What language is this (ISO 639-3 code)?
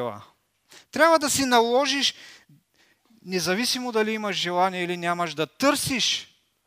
bul